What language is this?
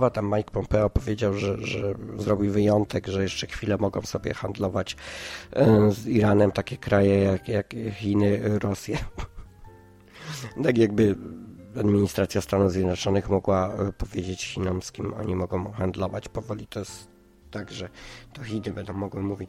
Polish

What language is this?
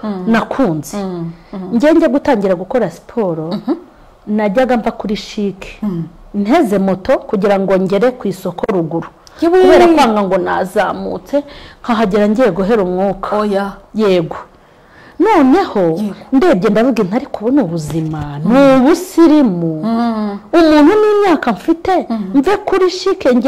Kinyarwanda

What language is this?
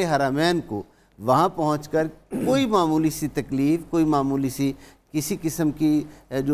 Urdu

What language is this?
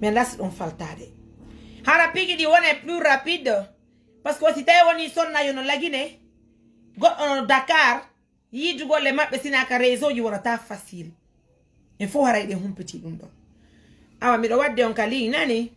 Fula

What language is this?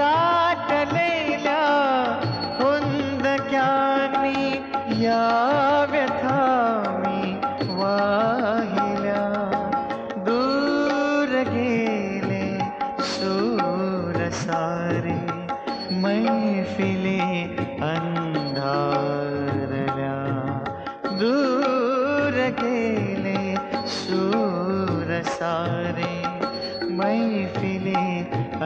Marathi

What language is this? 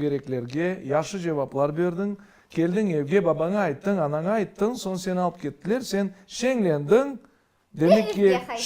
Crimean Tatar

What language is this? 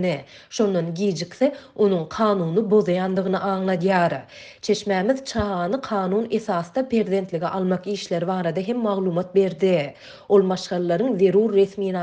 Turkmen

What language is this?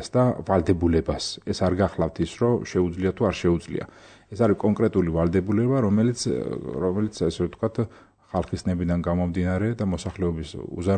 Georgian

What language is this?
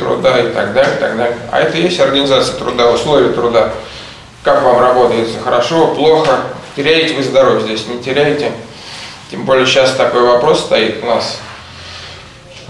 Russian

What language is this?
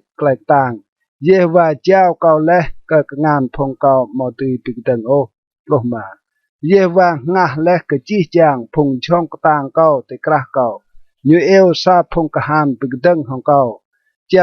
Rade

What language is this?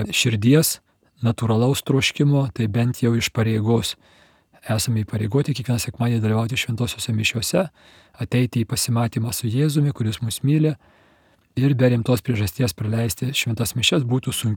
Lithuanian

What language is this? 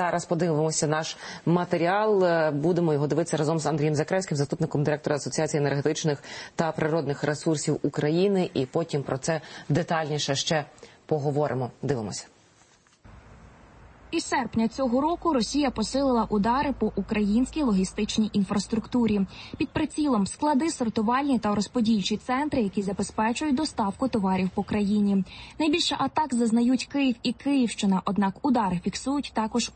Ukrainian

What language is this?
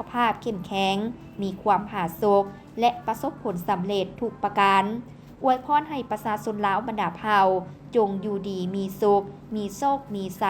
Lao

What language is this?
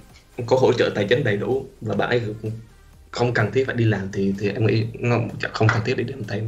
Vietnamese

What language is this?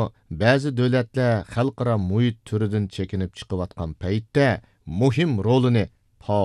Uyghur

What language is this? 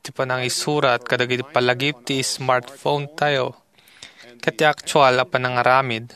Iloko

